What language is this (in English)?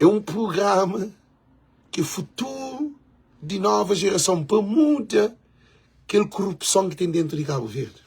Kabuverdianu